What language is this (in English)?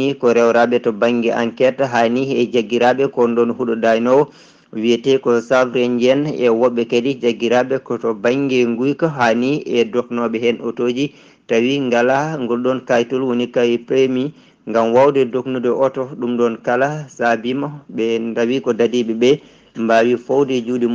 Fula